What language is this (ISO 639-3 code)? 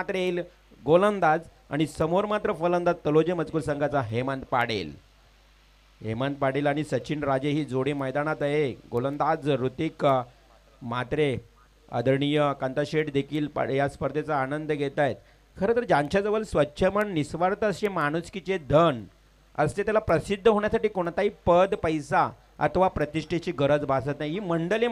mar